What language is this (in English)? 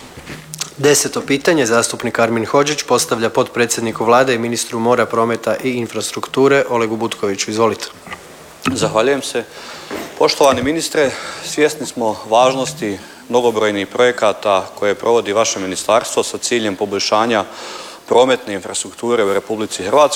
Croatian